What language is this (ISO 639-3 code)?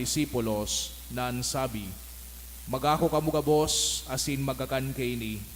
bik